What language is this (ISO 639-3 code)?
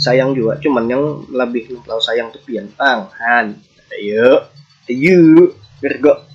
bjn